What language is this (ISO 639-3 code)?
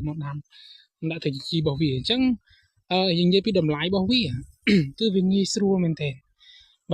khm